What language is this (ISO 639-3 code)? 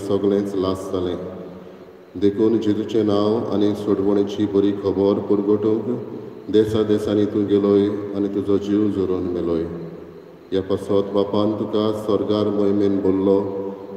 kok